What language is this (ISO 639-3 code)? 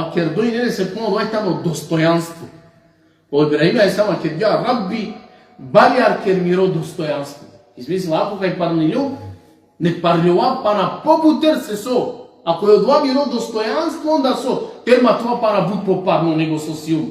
rmn